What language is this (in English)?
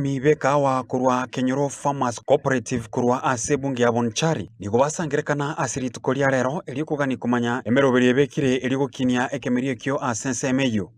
Gusii